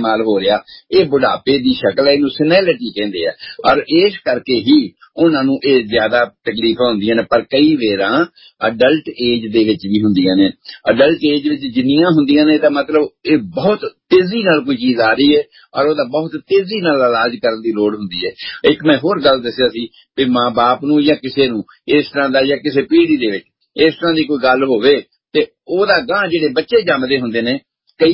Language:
Punjabi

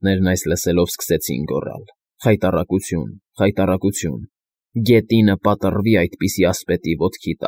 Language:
Armenian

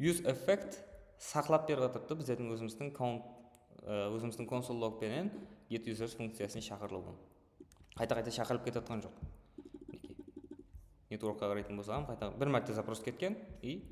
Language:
Kara-Kalpak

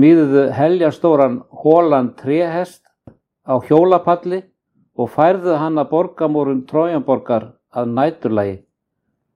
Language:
Icelandic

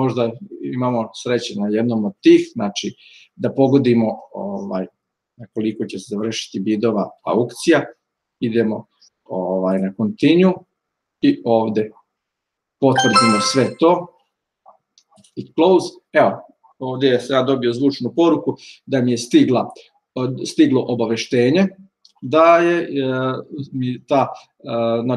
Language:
Serbian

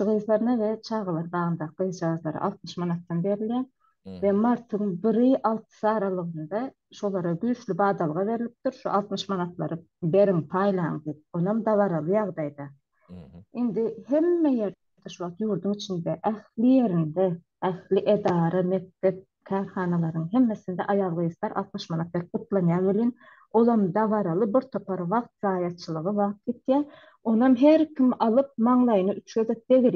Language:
Turkmen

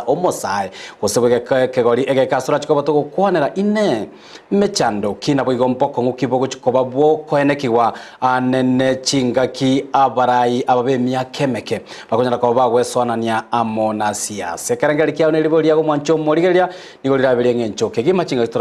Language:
Gusii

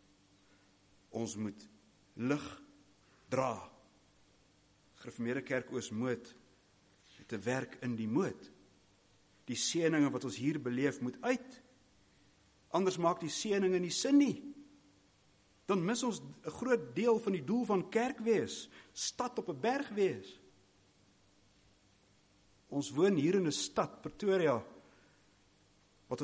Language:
Afrikaans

